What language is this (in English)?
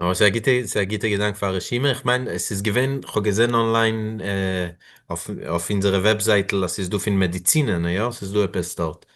Yiddish